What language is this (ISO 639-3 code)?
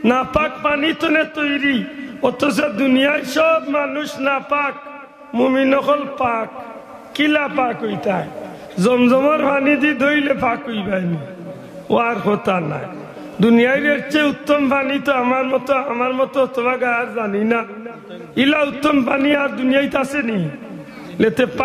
syl